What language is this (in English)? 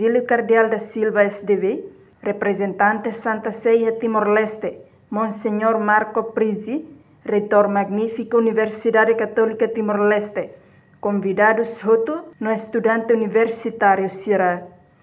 Tetum